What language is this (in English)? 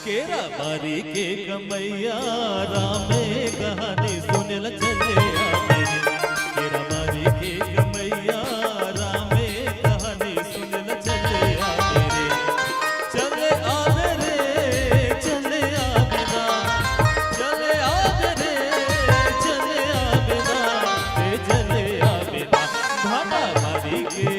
Chhattisgarhi